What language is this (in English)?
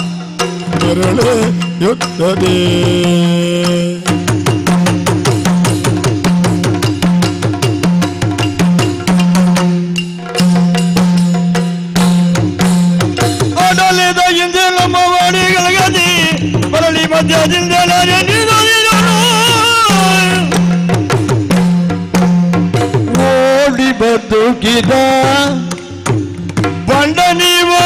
Kannada